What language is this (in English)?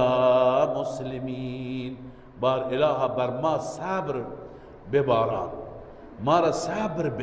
Persian